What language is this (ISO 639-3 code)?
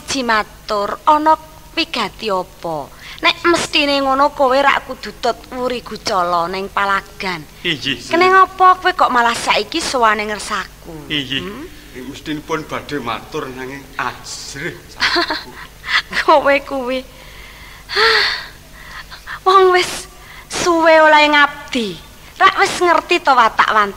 jav